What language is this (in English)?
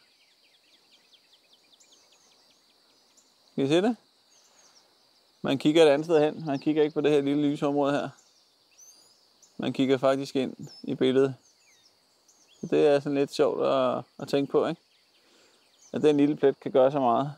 Danish